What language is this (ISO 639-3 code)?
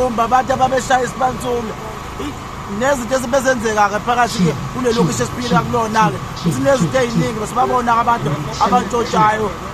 zul